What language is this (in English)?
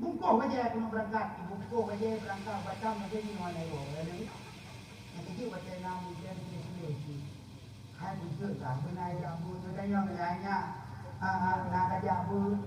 Achinese